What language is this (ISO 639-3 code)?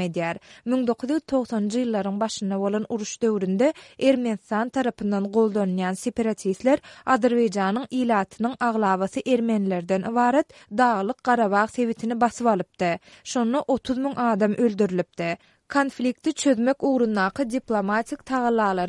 tuk